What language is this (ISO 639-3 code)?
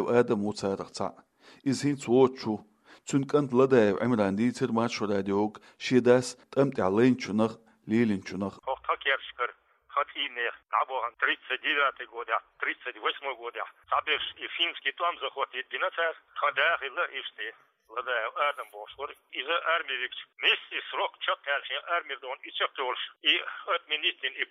che